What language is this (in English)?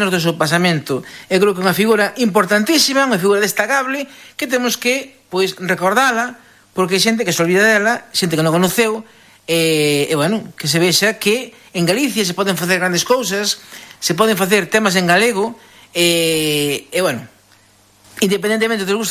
Galician